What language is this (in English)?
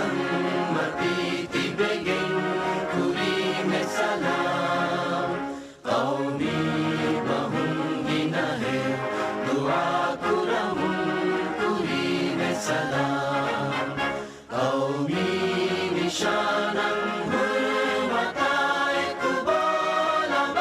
Divehi